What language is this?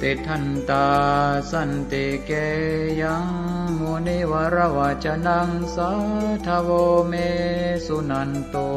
Pali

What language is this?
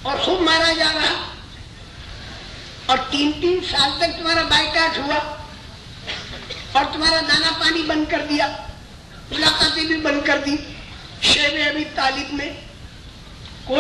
Urdu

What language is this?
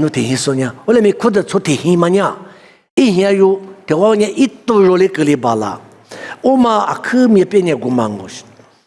Lisu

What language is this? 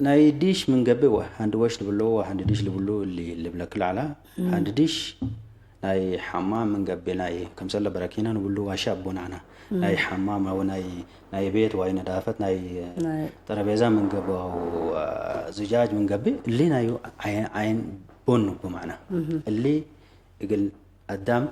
Tigre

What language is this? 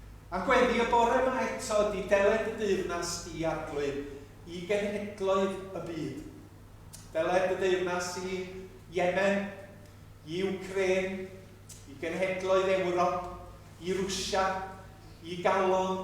Welsh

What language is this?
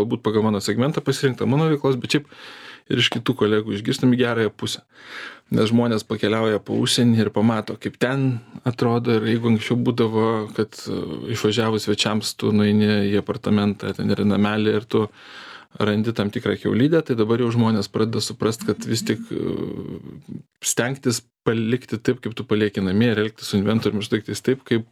Lithuanian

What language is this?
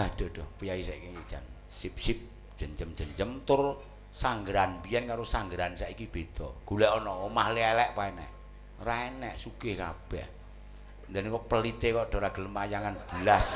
Javanese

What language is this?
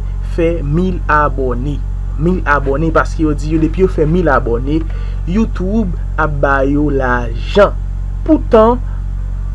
Haitian Creole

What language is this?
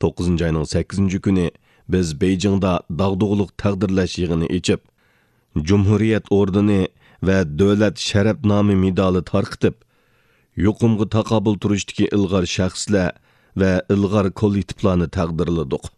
Uyghur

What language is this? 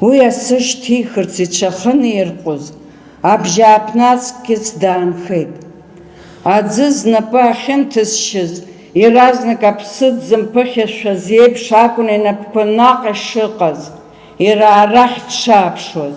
Abkhazian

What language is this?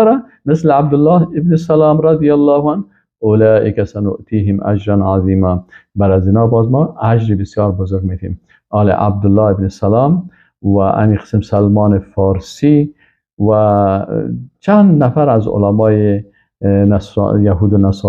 Persian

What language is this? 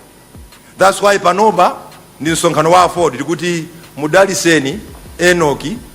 Nyanja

